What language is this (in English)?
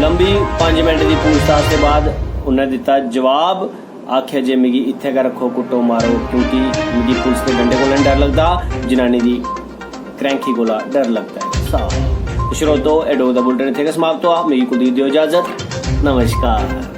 Dogri